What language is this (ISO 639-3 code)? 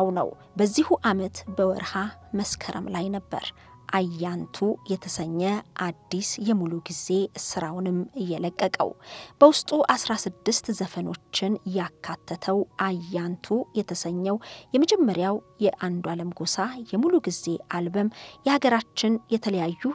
amh